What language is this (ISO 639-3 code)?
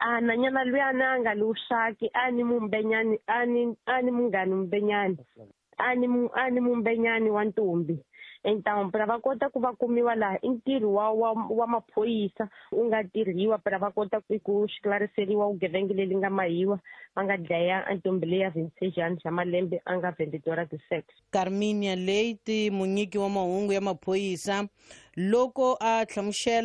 tso